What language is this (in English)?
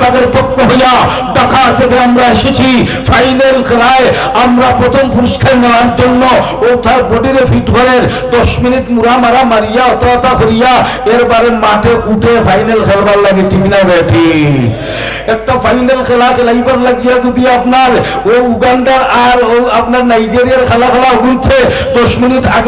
Sylheti